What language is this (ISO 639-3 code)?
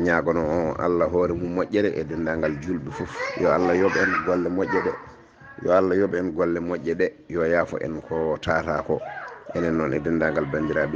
ful